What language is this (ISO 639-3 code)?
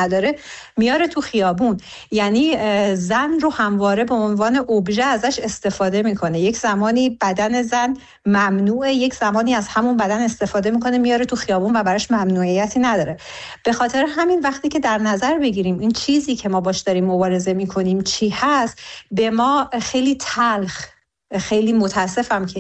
fas